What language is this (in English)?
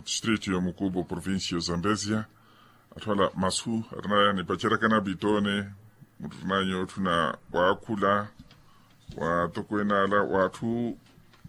Makhuwa